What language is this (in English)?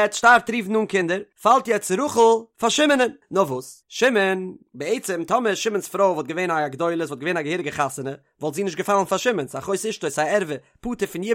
Yiddish